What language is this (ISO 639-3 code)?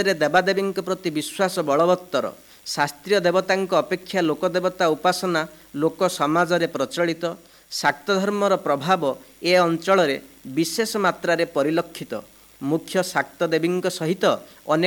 ori